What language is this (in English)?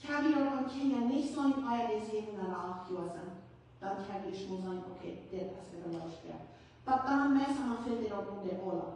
Plautdietsch